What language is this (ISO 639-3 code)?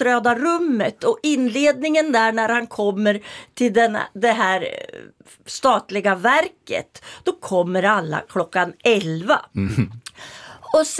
swe